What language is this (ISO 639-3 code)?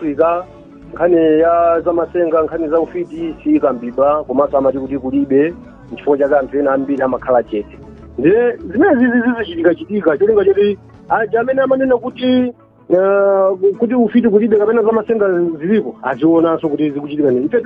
nya